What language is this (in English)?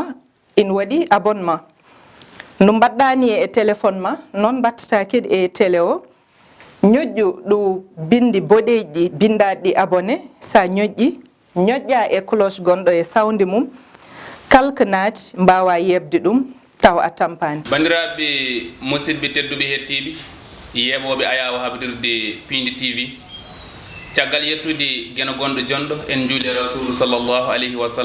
Fula